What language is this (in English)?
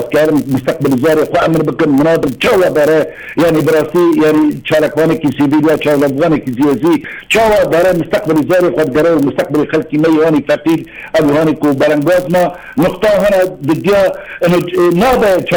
Kurdish